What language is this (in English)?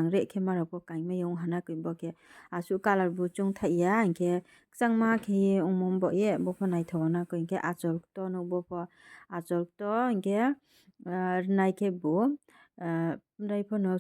Riang (India)